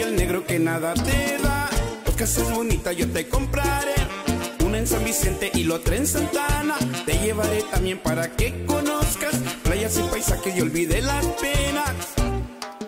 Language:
Spanish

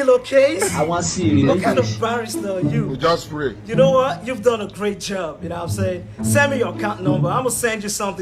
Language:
Nigerian Pidgin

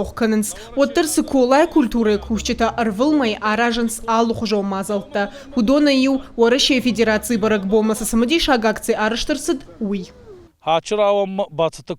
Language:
Ossetic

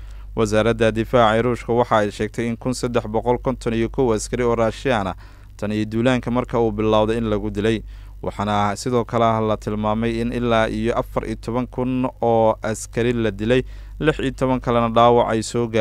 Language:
Somali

